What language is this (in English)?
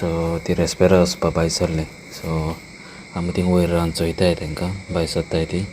Konkani